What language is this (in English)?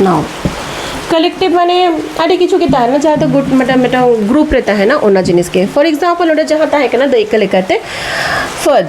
Santali